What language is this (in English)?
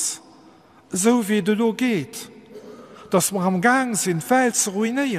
Luxembourgish